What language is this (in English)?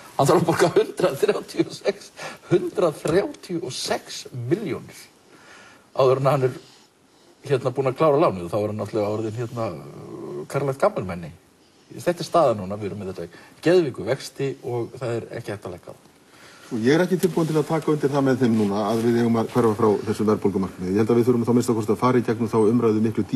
Icelandic